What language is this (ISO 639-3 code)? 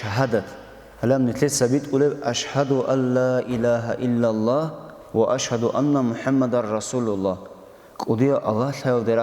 ava